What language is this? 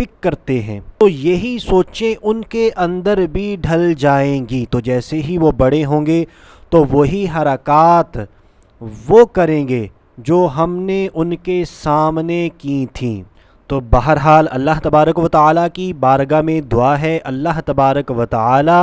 Urdu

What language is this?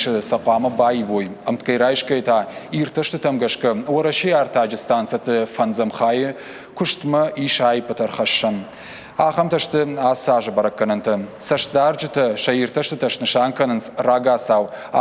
Ossetic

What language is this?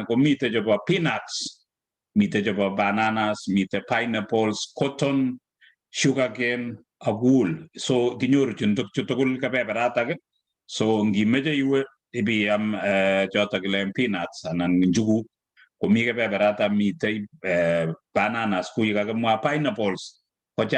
Kalenjin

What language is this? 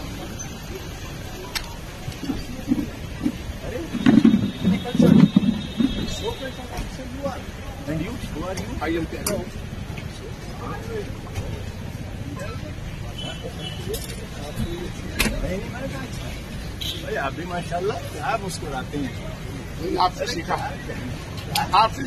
Hindi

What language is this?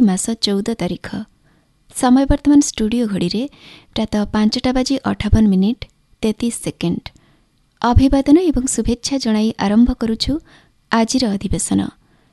Odia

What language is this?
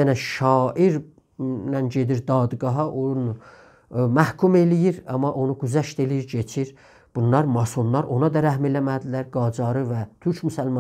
South Azerbaijani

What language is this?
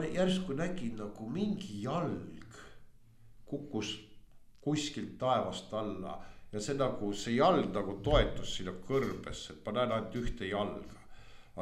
Estonian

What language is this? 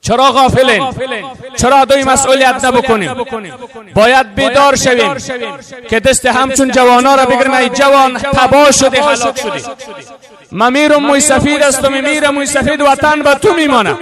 Persian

